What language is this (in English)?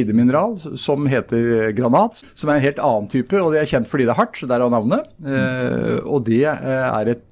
Norwegian